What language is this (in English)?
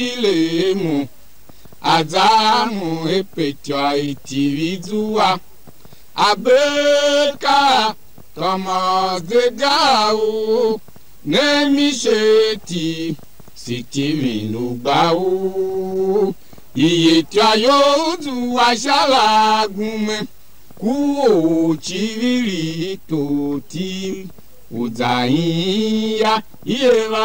Tiv